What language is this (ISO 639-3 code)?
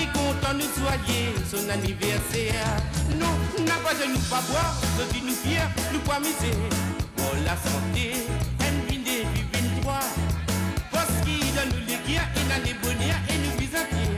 mfe